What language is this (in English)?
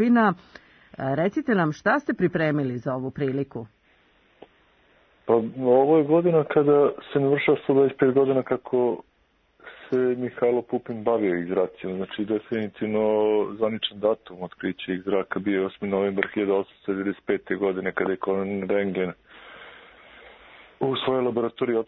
Serbian